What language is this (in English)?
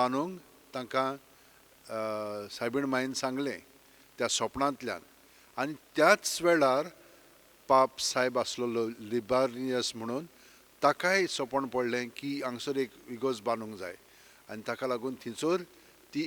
Konkani